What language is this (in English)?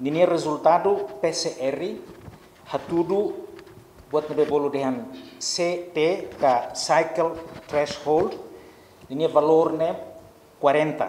Tetum